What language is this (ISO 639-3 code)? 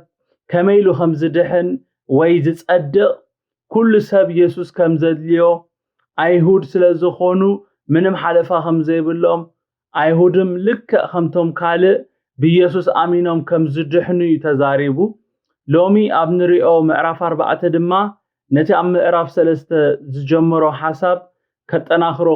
tir